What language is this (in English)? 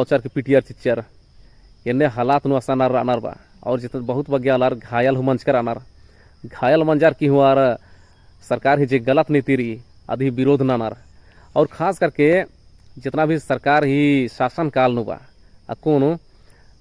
Kurukh